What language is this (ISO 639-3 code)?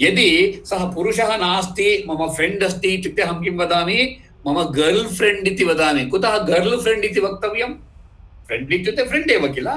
san